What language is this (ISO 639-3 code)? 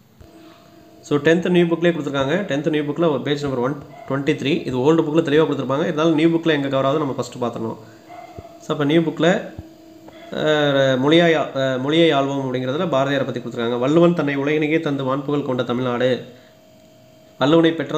tam